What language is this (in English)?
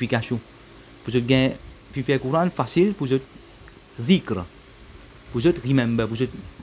Morisyen